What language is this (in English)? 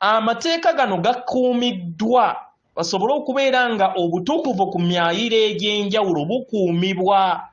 Ganda